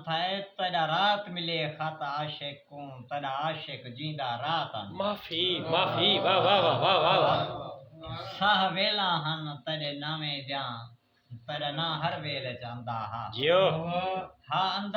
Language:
Saraiki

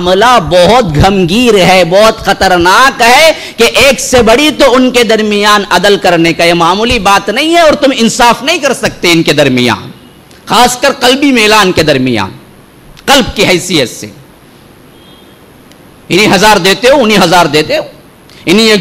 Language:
Urdu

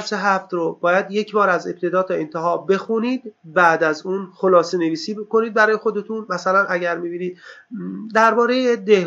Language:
Persian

